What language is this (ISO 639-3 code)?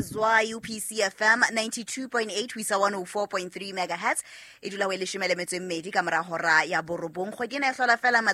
sot